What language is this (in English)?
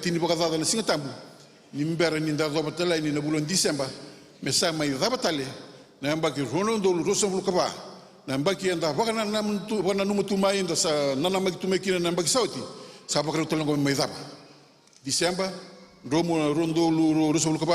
Fijian